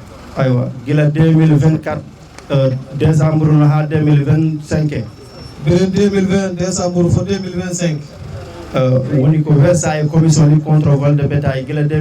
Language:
Fula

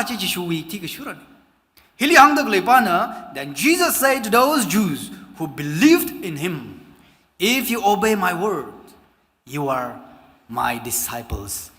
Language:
Tangkhul Naga (India)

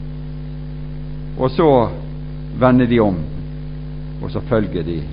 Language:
Norwegian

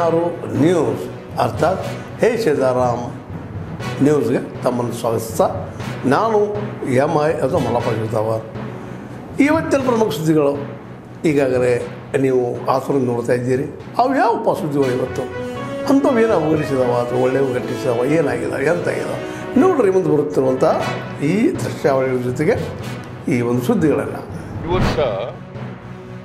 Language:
Kannada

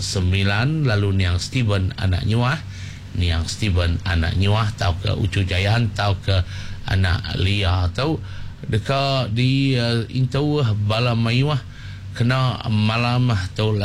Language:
Iban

